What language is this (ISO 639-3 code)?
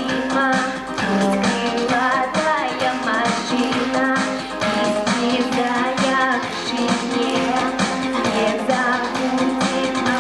chv